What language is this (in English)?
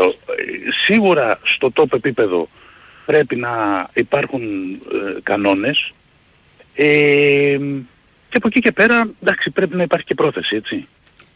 Greek